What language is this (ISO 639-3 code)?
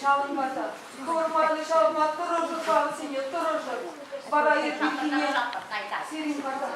chv